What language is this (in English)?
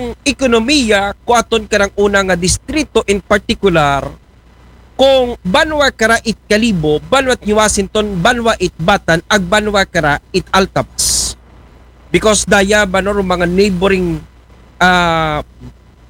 Aklanon